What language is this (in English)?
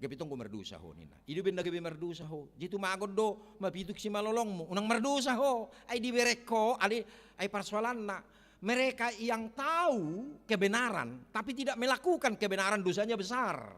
Batak Toba